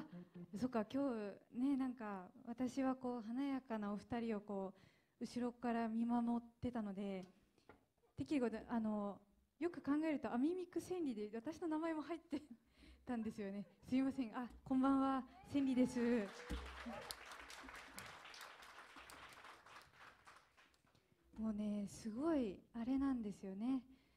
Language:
Japanese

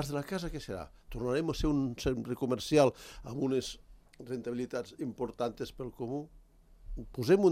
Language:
Catalan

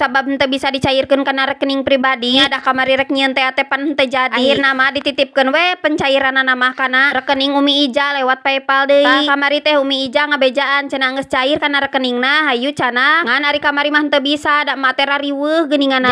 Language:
Sundanese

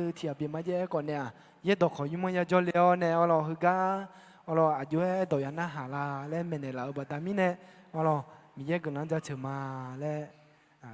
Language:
Akha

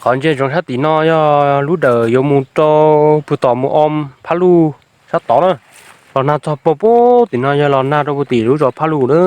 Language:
Hmong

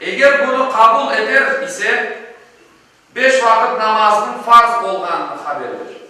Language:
Crimean Tatar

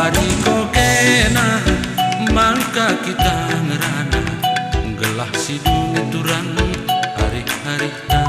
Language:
Batak Karo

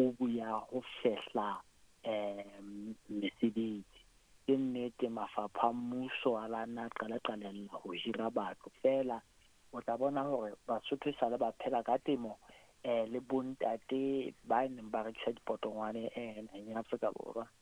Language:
Southern Sotho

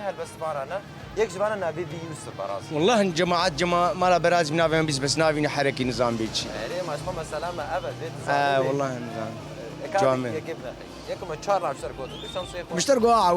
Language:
Kurdish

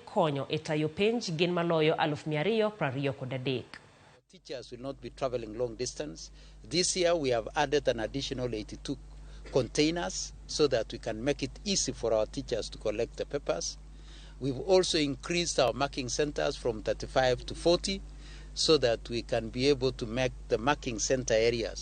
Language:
Luo (Kenya and Tanzania)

